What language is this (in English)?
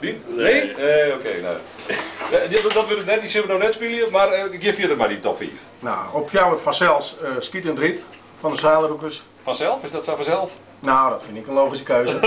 Western Frisian